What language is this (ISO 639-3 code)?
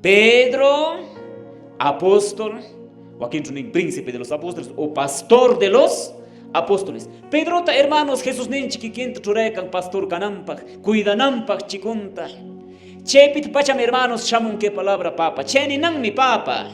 que